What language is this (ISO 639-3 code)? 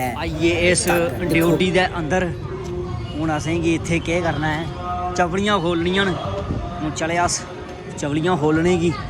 doi